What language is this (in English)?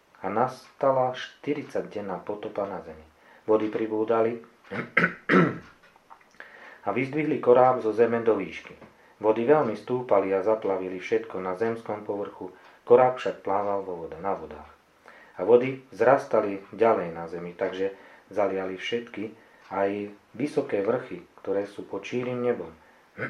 Slovak